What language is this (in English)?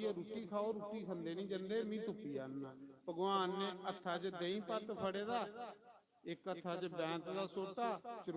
Dogri